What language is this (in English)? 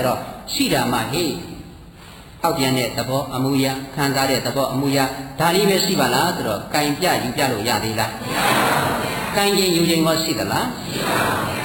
Burmese